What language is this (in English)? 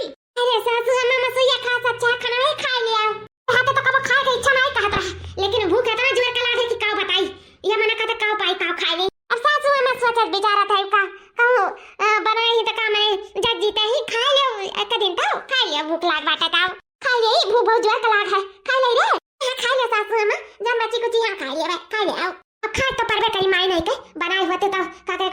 Awadhi